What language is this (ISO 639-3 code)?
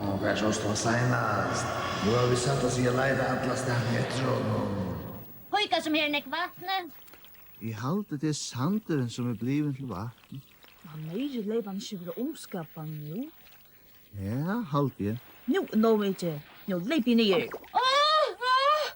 fao